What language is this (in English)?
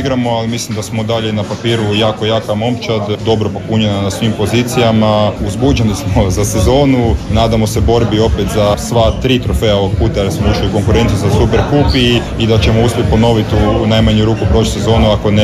Croatian